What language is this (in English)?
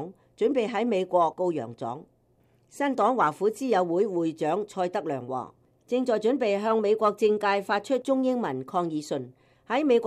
Cantonese